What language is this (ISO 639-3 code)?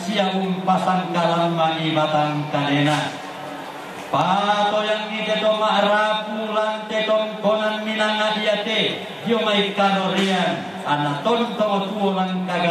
sda